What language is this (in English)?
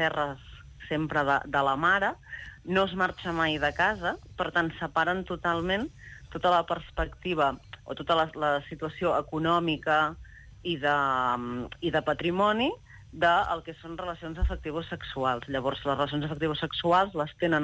Catalan